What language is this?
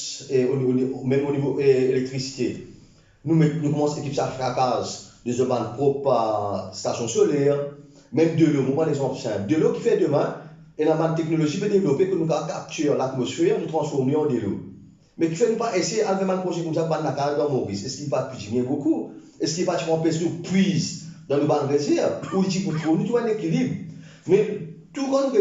Morisyen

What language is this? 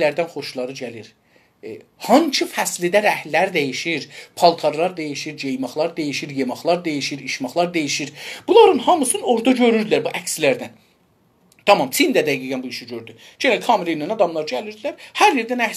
South Azerbaijani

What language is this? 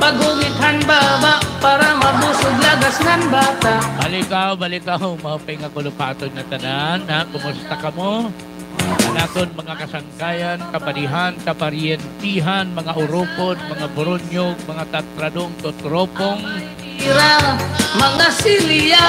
Waray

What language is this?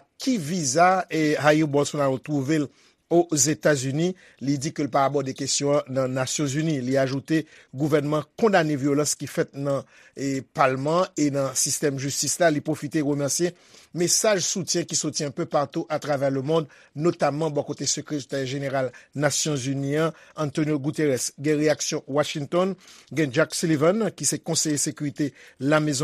Haitian Creole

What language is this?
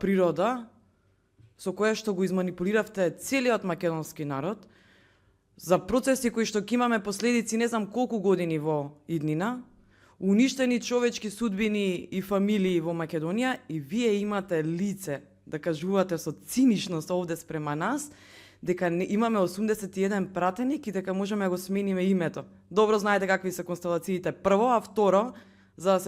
Macedonian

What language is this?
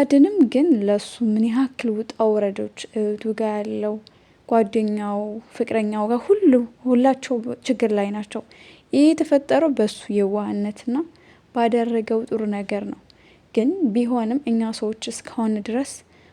Amharic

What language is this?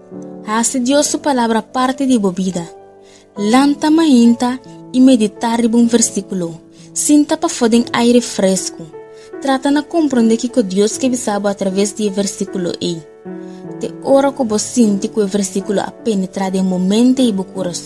Papiamento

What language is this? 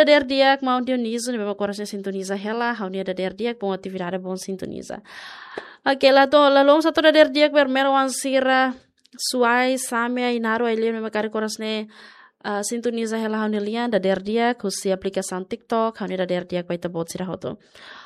Tetum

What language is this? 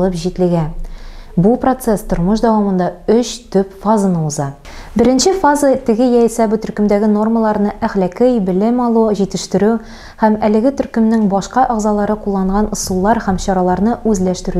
Tatar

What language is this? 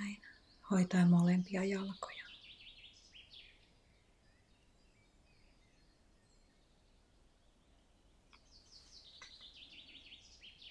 Finnish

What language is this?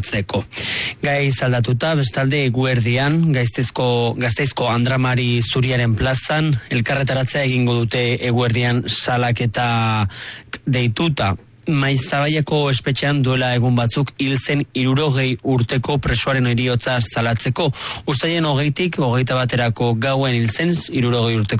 Basque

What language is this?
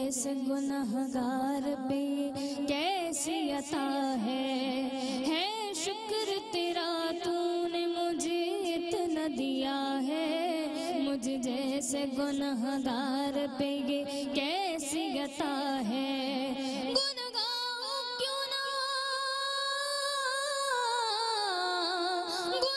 Urdu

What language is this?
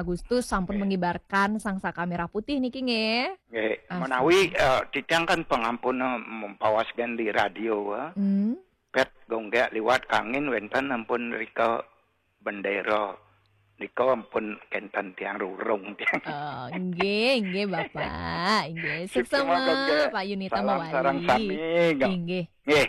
Balinese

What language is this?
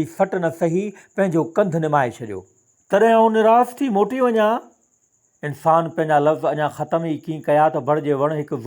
Sindhi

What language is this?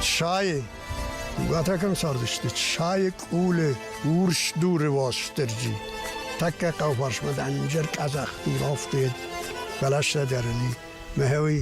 Ossetic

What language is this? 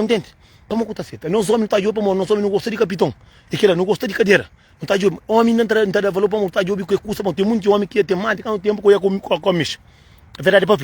Kabuverdianu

